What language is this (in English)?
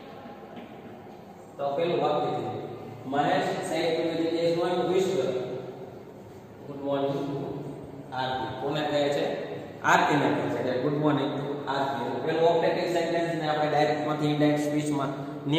Gujarati